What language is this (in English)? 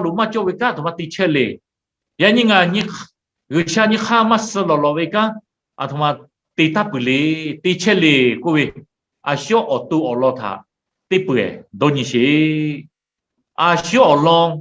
Lahu